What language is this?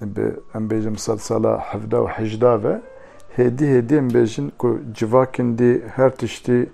Kurdish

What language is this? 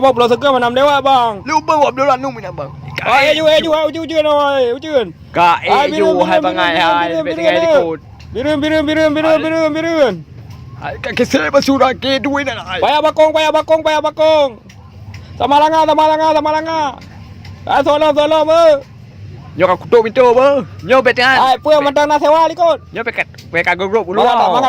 Achinese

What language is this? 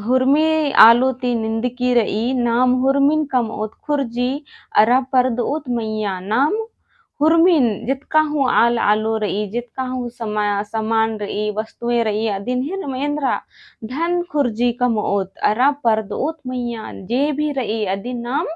Kurukh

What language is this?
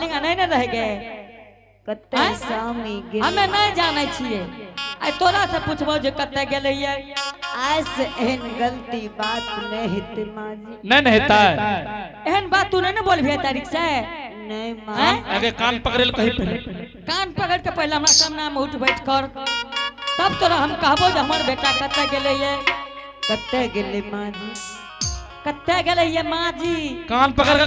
Angika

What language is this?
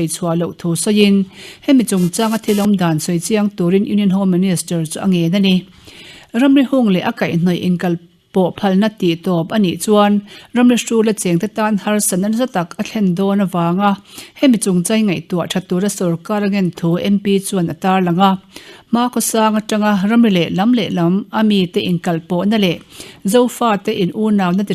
Mizo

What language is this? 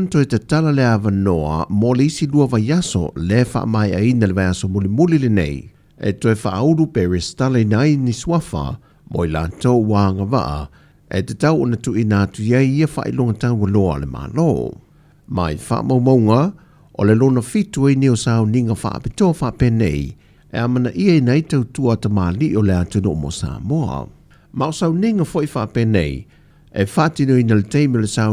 Samoan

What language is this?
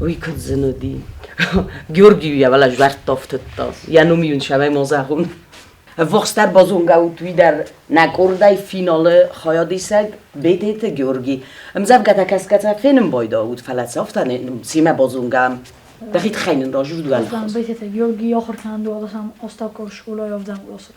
Ossetic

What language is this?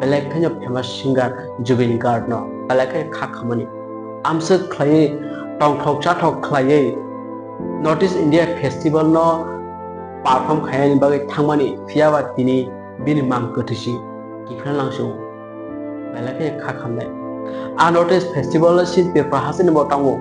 Kok Borok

